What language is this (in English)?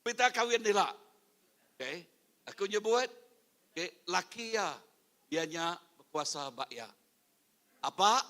Iban